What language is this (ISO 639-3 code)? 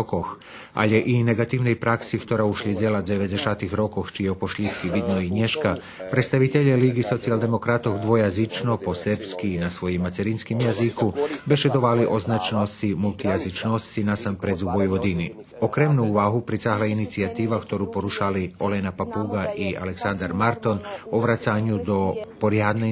rue